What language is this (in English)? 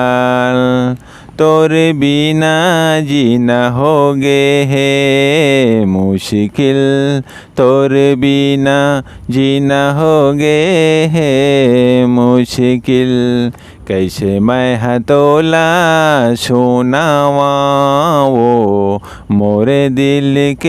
Chhattisgarhi